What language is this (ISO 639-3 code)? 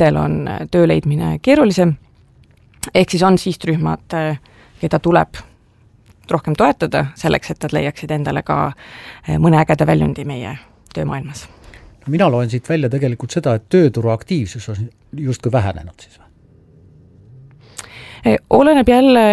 est